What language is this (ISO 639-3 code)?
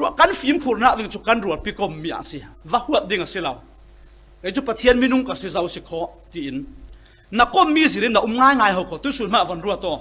cfm